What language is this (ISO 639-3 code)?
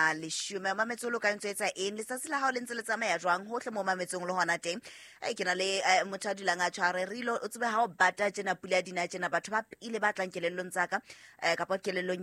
sot